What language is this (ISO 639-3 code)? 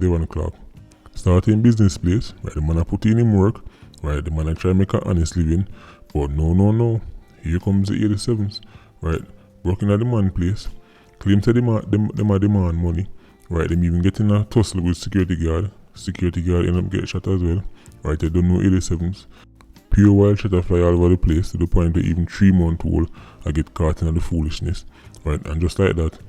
jam